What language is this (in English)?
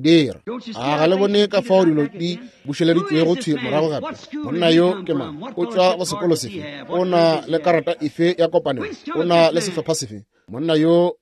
Northern Sotho